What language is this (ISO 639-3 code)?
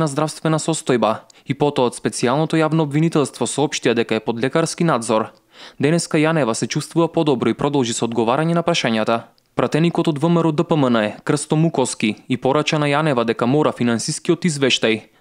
mkd